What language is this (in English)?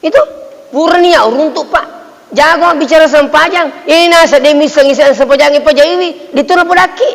Buginese